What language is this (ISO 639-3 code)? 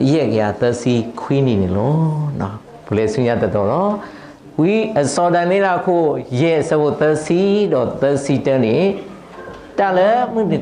ksw